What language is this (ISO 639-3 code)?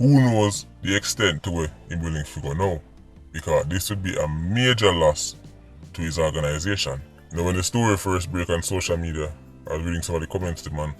jam